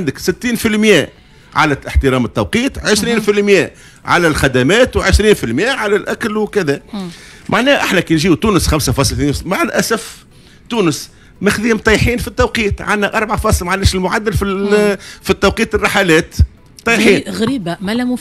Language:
Tunisian Arabic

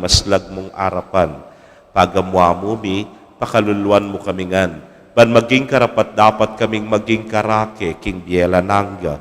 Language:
Pampanga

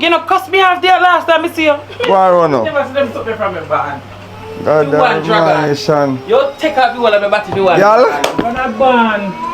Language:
Jamaican Creole English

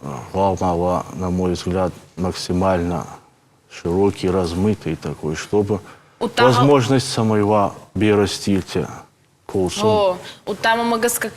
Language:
Ossetic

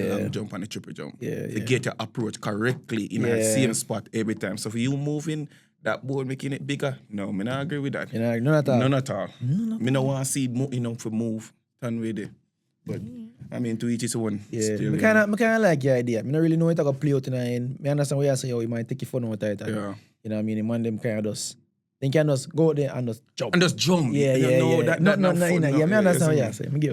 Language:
Jamaican Creole English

